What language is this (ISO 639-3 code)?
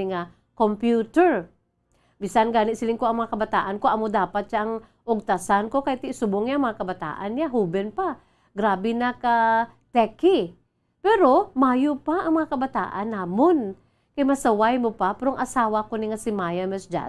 hil